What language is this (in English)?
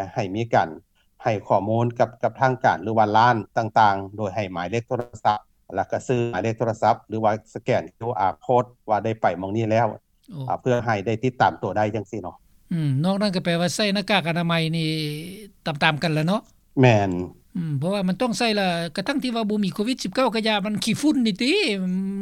Lao